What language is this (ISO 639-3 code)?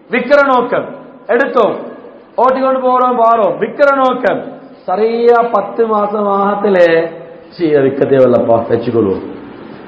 tam